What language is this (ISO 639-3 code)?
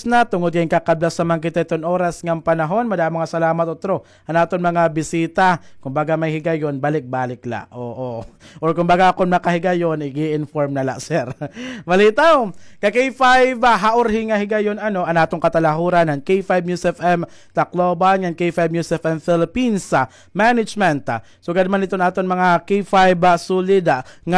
war